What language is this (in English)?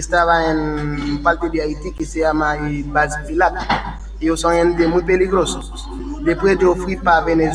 Spanish